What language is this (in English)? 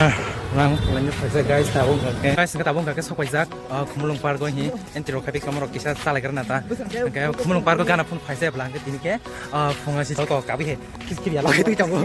Kok Borok